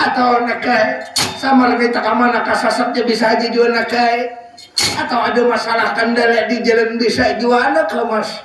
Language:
Banjar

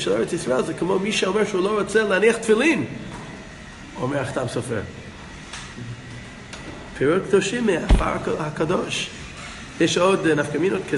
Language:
Hebrew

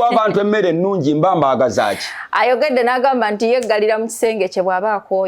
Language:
Ganda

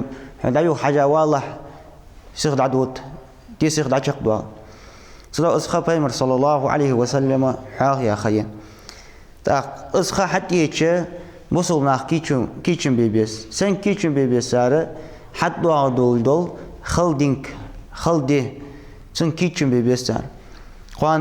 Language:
Ingush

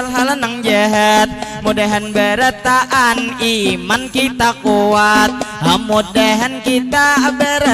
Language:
Banjar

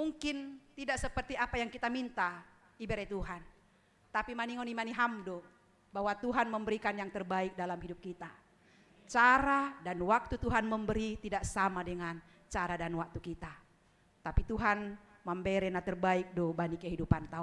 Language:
Batak Simalungun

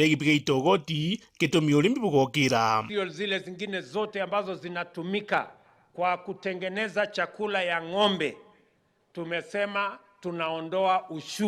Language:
Meru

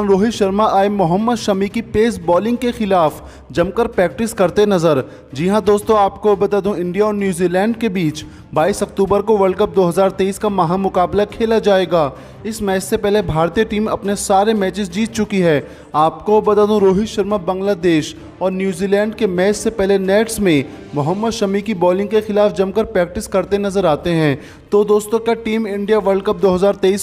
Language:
Hindi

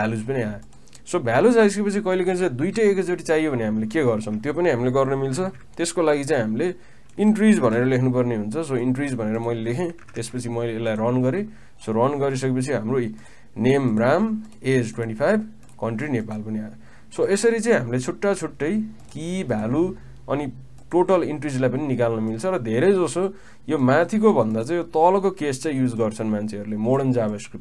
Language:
Nepali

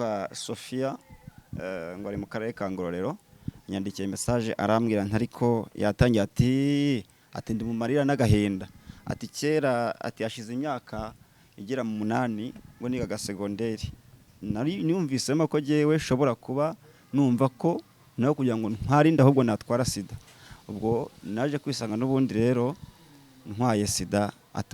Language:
Kinyarwanda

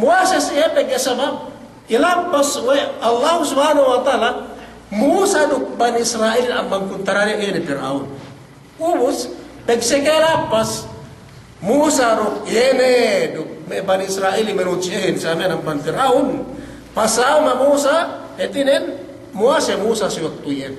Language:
Yakan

